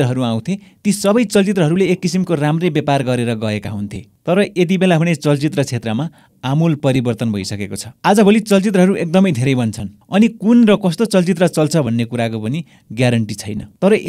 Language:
Nepali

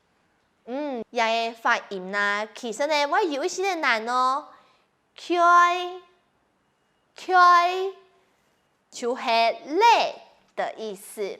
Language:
Hakka Chinese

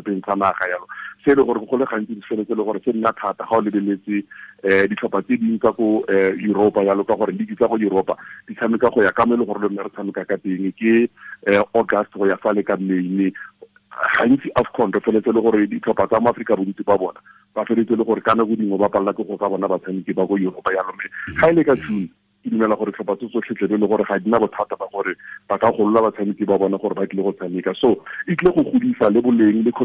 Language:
Tswana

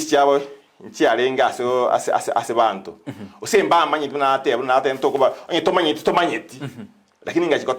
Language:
Gusii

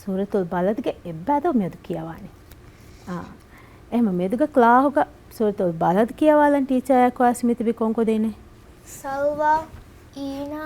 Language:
Divehi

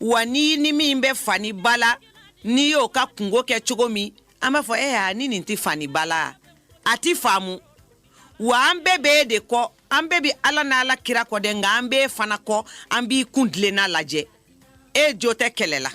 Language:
Bambara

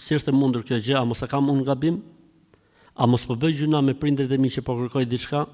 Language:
Albanian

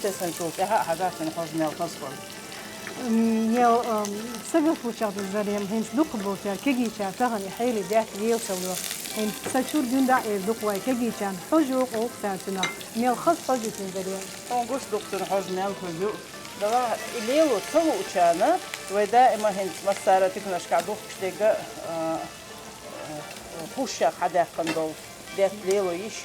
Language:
Chechen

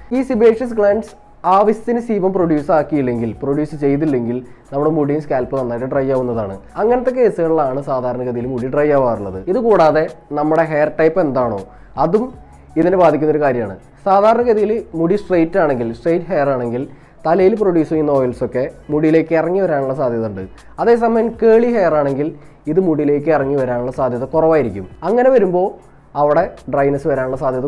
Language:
Malayalam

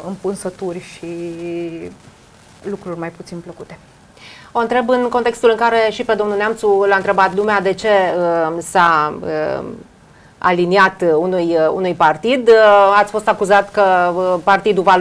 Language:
Romanian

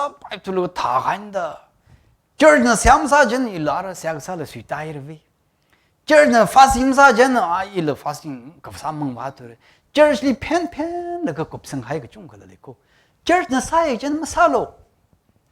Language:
Tangkhul Naga (India)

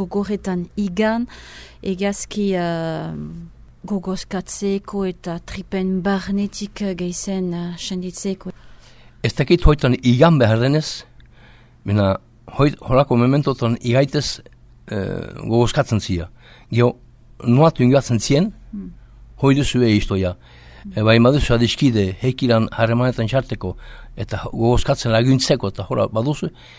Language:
Basque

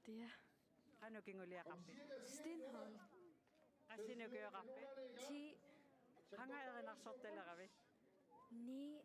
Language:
Kalaallisut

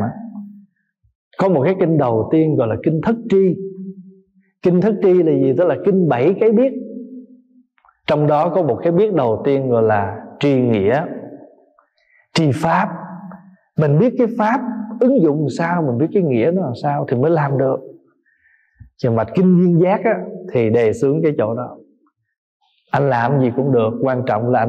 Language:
Vietnamese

